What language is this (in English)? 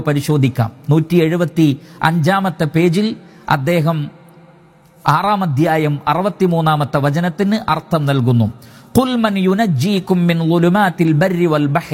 Malayalam